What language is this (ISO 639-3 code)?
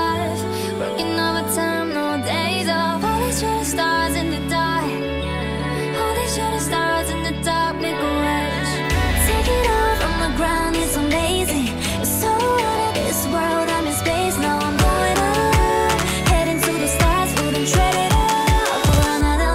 eng